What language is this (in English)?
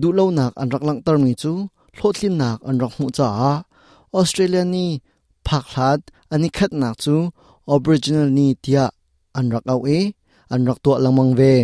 Hakha Chin